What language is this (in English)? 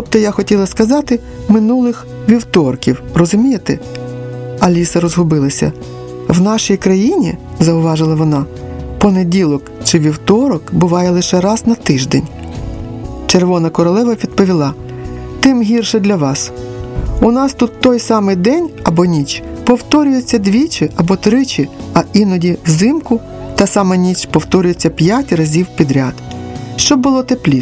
Ukrainian